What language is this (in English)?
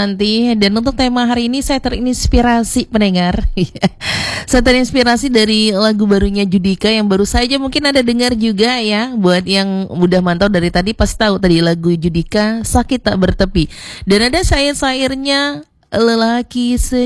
Indonesian